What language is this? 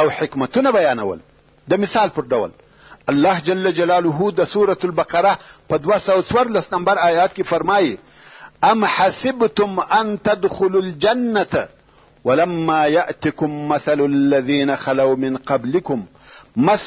Pashto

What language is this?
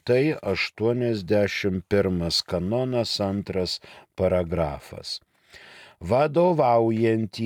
Lithuanian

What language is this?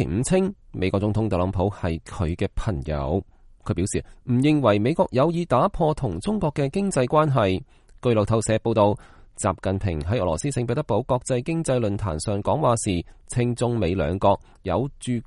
Cantonese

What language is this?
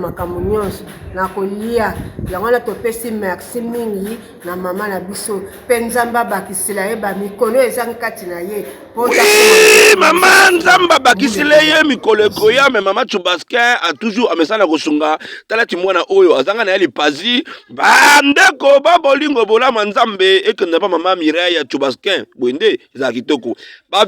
Lingala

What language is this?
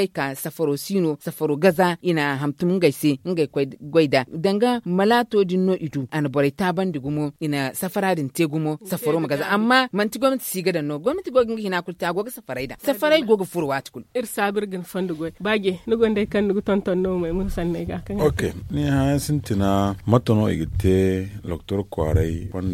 Zarma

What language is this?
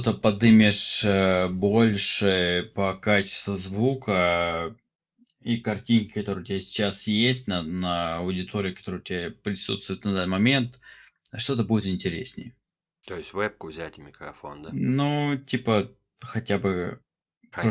Russian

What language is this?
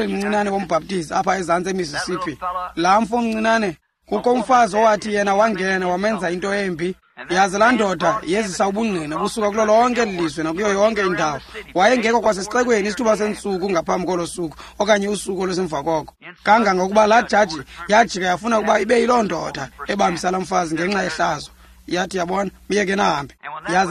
Xhosa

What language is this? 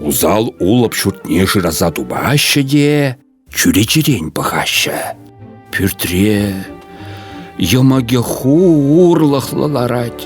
Chuvash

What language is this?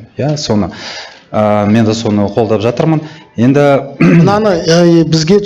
Kazakh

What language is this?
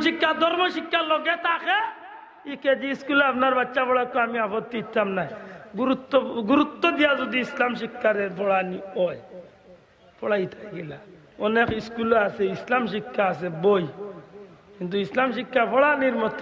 Sylheti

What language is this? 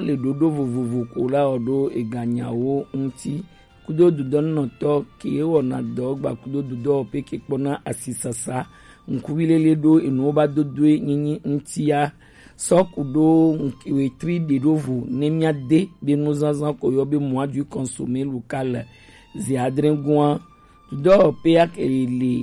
Gen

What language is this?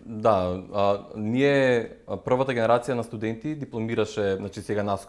Macedonian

